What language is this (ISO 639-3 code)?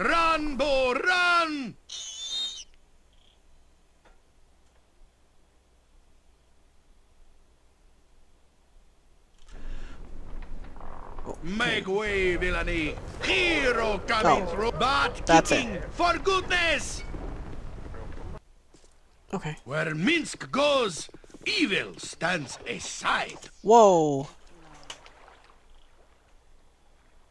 eng